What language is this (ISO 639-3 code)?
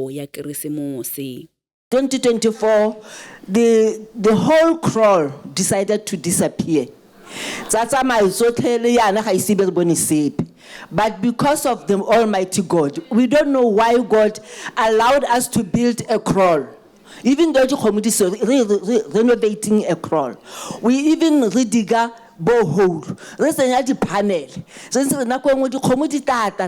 tsn